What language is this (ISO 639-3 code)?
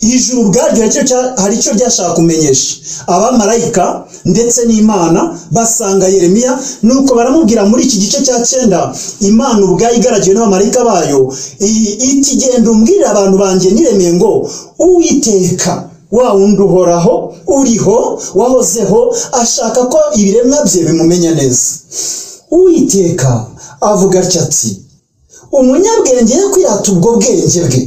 kin